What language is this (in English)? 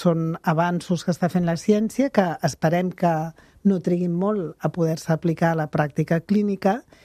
Catalan